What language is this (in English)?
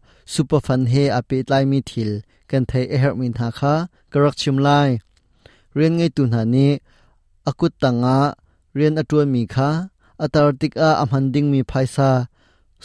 Hakha Chin